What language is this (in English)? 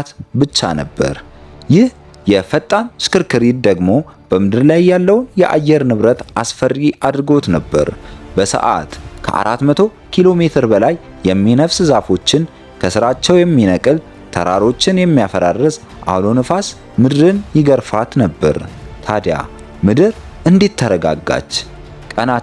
Amharic